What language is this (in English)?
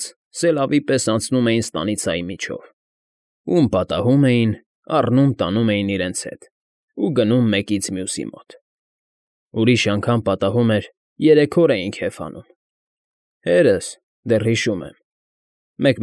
Armenian